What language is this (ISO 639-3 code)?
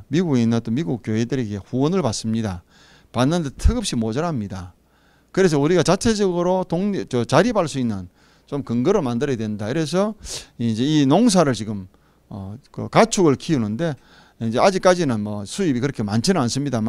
kor